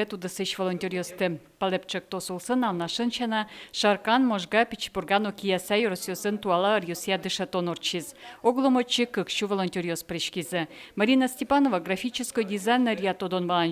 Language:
Udmurt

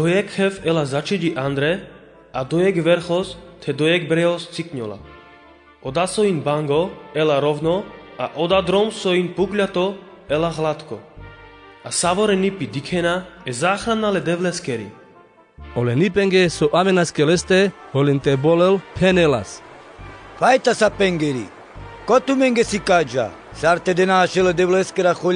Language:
Carpathian Romani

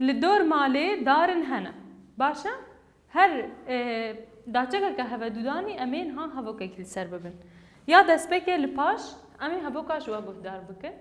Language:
Kurdish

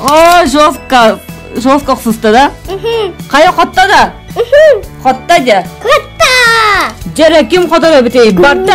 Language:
Yakut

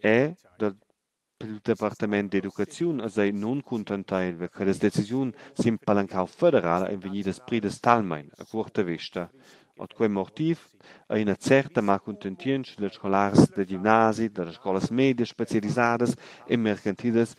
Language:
Romansh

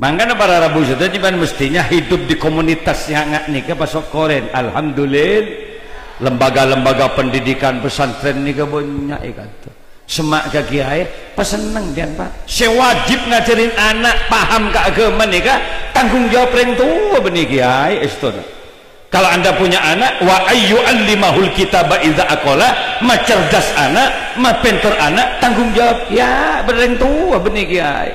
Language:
Madurese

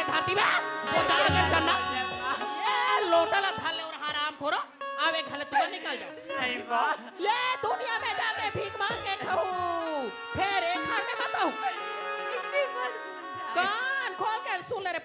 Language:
Chhattisgarhi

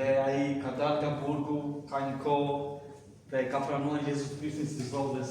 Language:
Albanian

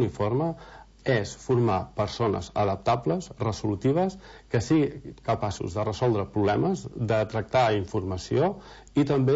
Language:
Catalan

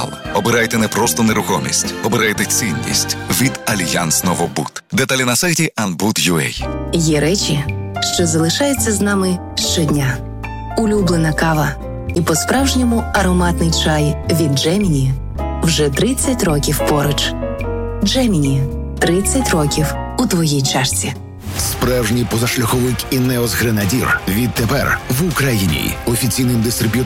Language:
Ukrainian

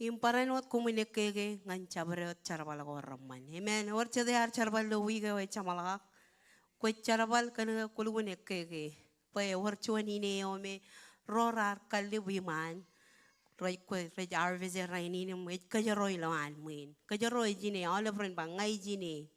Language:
Marshallese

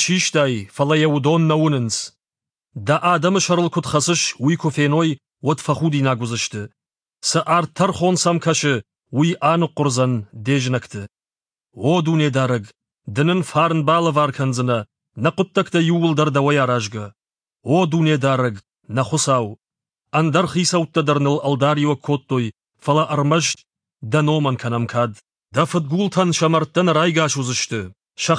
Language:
Ossetic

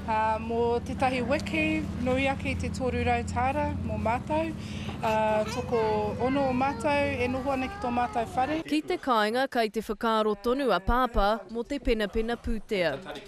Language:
Māori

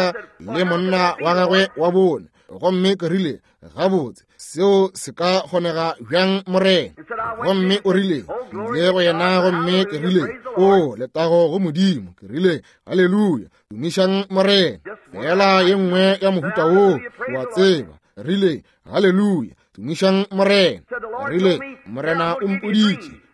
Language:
Northern Sotho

